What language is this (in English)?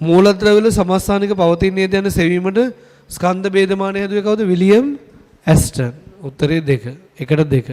Sinhala